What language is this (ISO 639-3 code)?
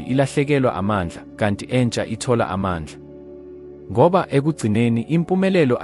zul